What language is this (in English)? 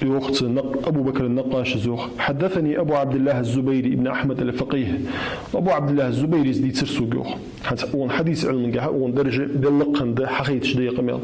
Ingush